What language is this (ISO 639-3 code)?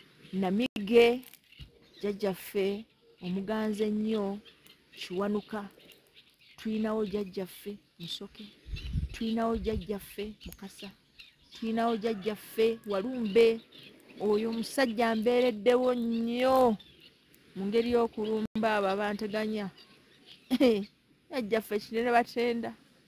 lug